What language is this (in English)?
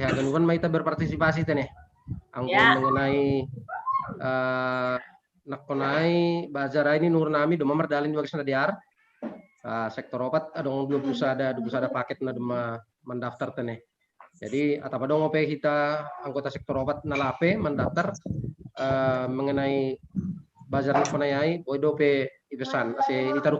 Batak Simalungun